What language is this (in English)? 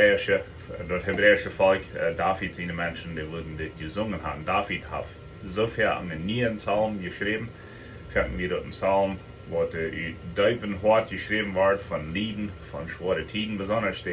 Plautdietsch